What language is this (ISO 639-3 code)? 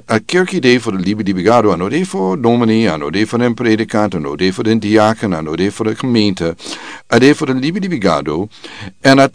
srn